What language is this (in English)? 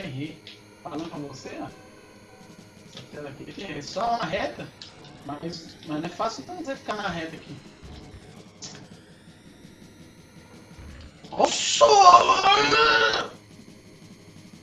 Portuguese